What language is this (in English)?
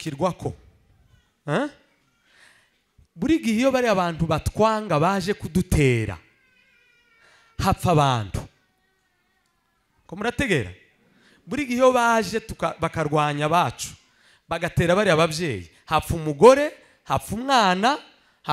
Kinyarwanda